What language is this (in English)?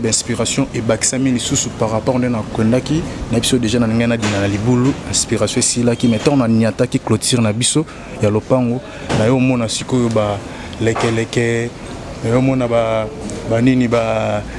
Lingala